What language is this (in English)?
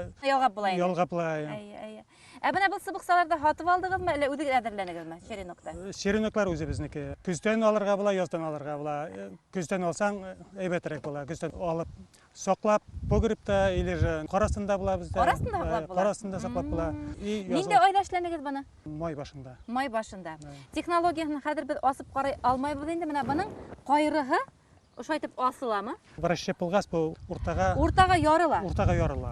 Bashkir